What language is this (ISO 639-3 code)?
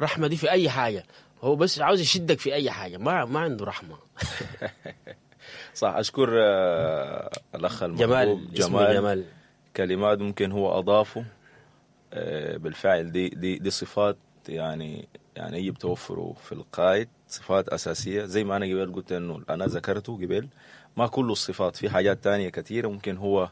apd